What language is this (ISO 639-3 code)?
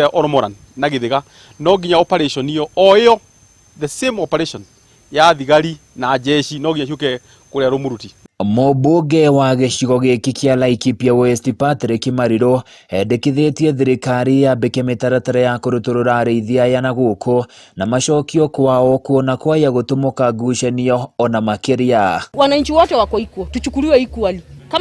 kik